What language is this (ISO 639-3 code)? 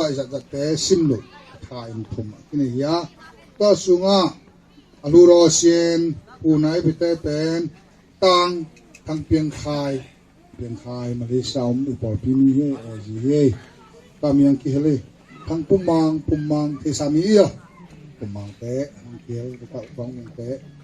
ctd